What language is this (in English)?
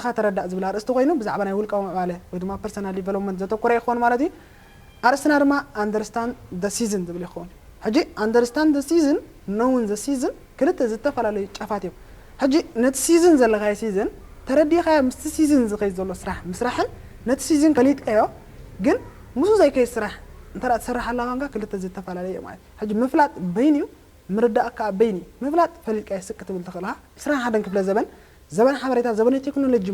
Tigrinya